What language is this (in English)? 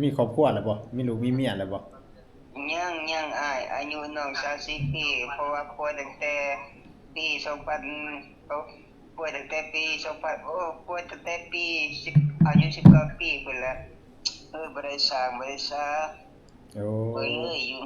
Northeastern Thai